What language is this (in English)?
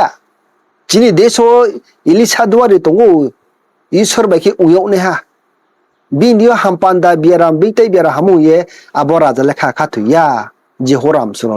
Riang (India)